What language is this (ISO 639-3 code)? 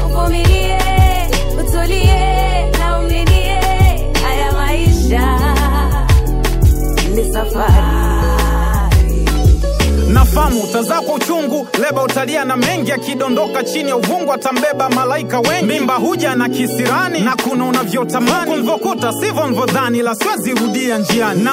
swa